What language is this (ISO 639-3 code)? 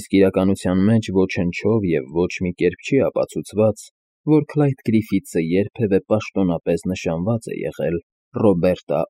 hye